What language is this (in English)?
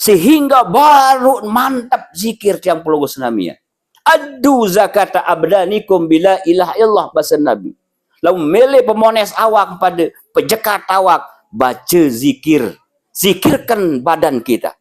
Sasak